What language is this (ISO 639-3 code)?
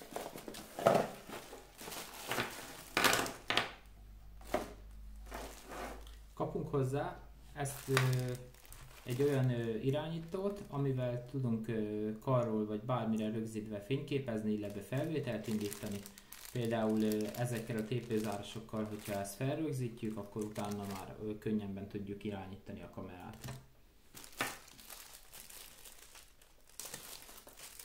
hun